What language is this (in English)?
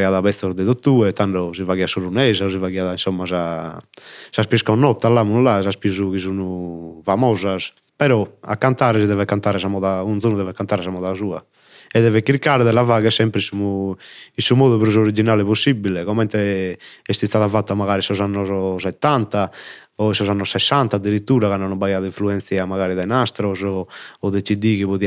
Sardinian